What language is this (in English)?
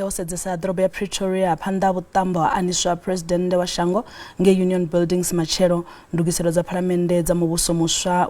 Venda